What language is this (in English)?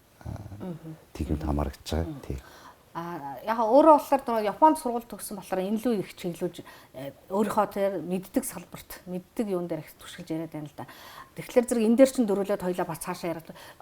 Mongolian